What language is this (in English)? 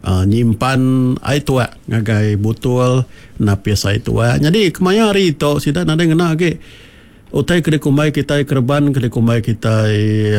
Iban